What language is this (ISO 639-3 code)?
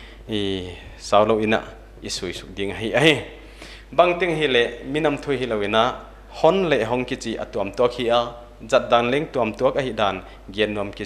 pck